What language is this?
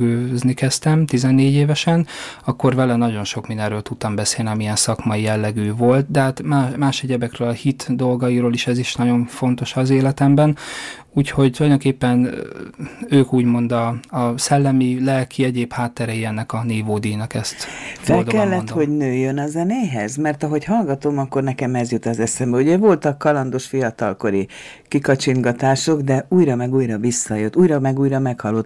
Hungarian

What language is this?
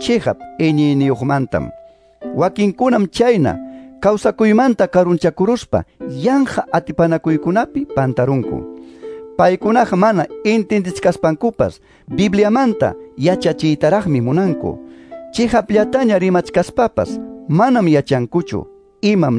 Quechua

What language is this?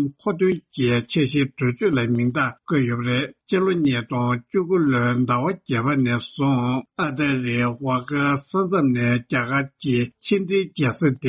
Tibetan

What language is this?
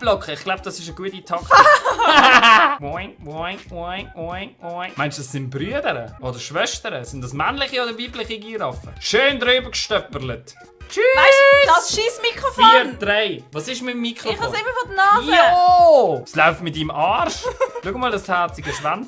Swiss German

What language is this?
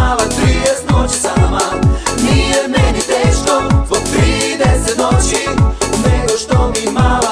Croatian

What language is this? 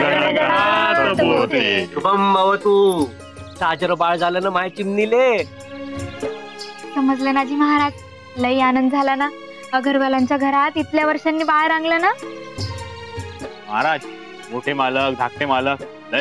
Marathi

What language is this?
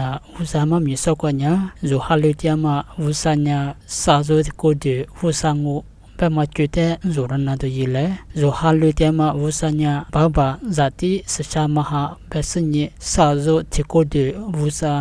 Lisu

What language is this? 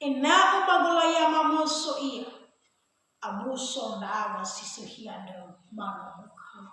Nias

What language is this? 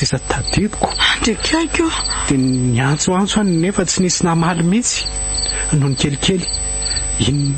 Malagasy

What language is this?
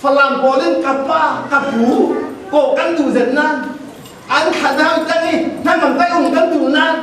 Falam Chin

